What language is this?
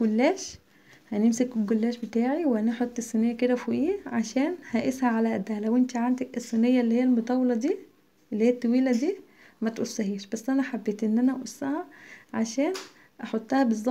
Egyptian Arabic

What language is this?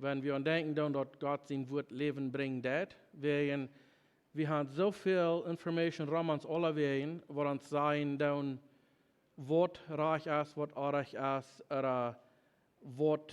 Plautdietsch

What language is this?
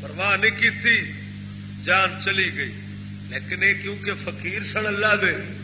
Saraiki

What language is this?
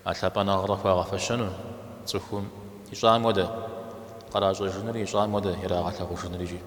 Kabardian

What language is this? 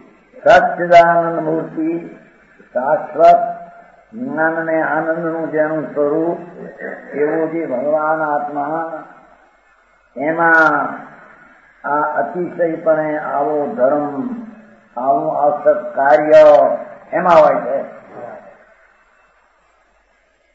Gujarati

